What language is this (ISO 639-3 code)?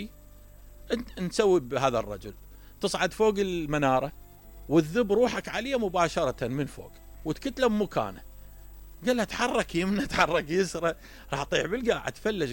acm